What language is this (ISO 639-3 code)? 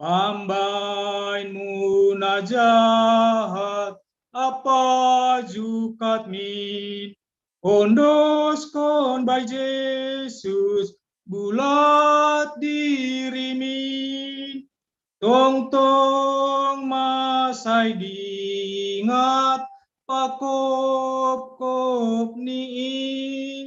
bts